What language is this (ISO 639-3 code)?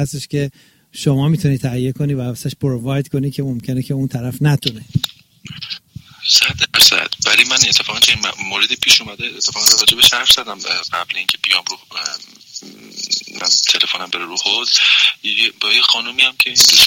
fas